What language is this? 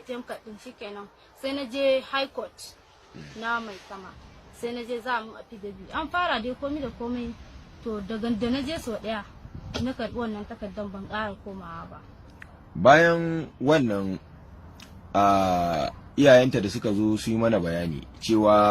Hausa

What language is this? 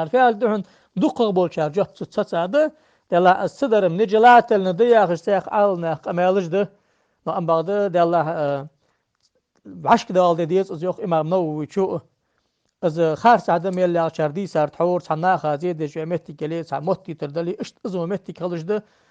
Ingush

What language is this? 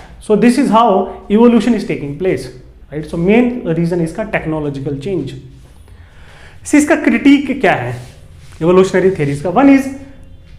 Hindi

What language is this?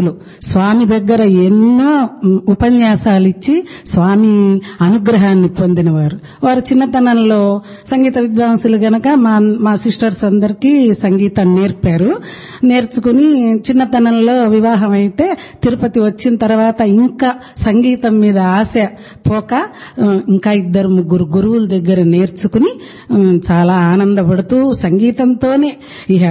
Telugu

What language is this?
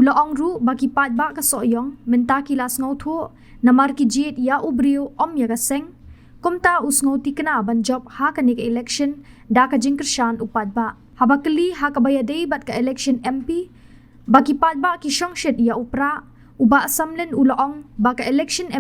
Khasi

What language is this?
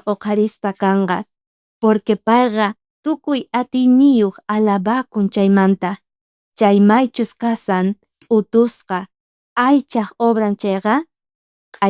South Bolivian Quechua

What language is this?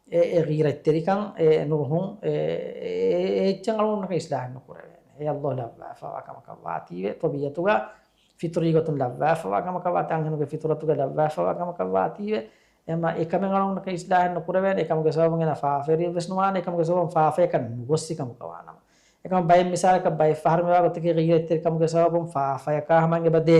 Divehi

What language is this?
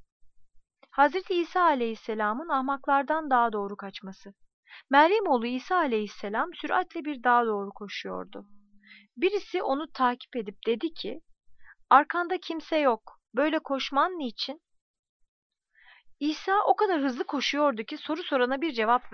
Turkish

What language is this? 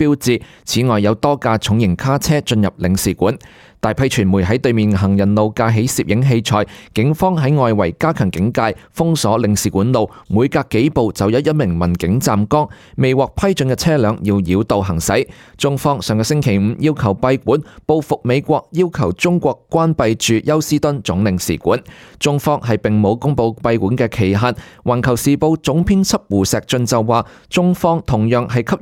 Cantonese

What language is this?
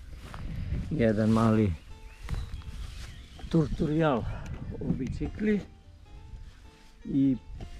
Serbian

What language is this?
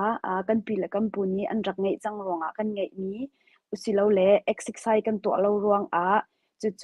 Hakha Chin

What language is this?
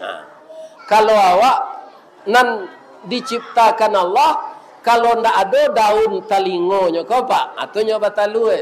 Minangkabau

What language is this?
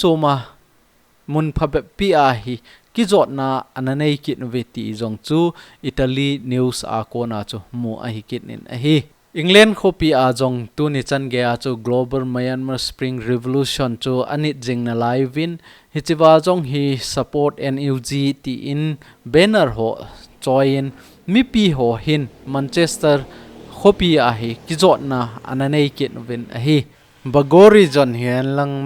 Thado Chin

